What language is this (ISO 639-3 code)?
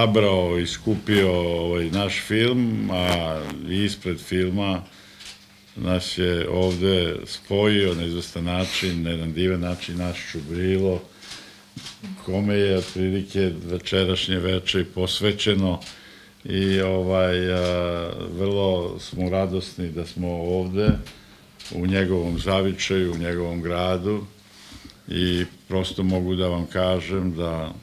srp